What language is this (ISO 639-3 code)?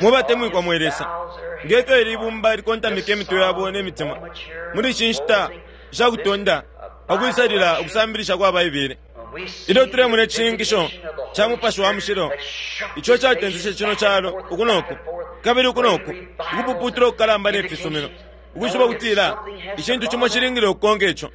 bem